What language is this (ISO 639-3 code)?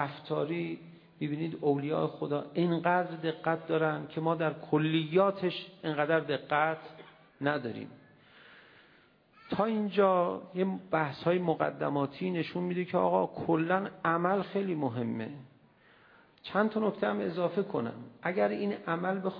fas